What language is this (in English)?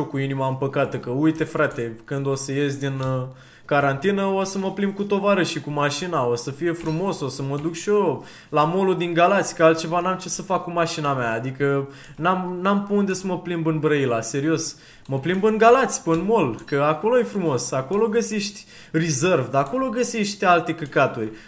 Romanian